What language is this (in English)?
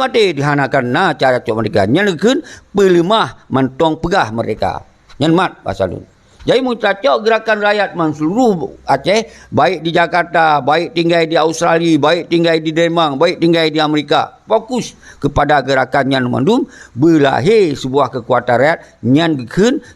Achinese